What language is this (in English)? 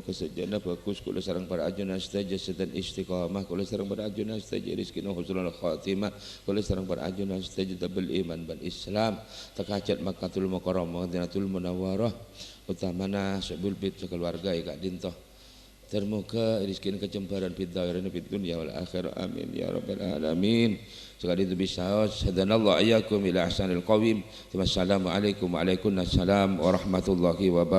Madurese